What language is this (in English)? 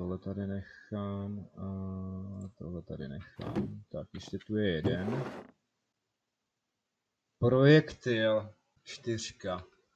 Czech